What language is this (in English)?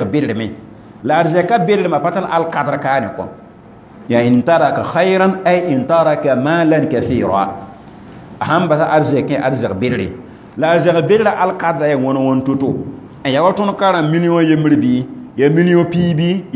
Mossi